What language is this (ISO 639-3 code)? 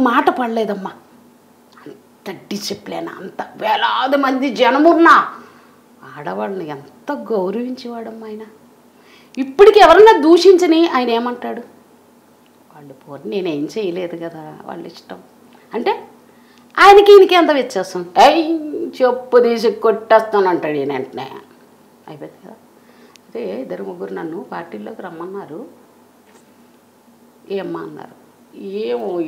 tel